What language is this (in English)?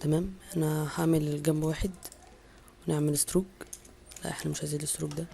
Egyptian Arabic